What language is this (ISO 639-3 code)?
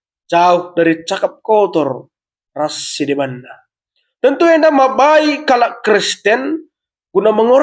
btx